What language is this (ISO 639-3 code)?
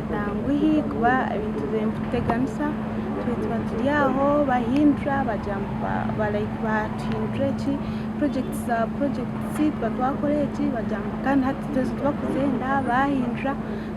nyn